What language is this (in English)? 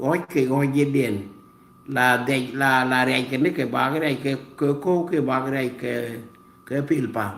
Nuer